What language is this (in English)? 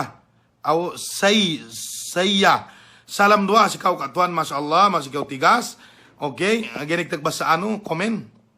Yakan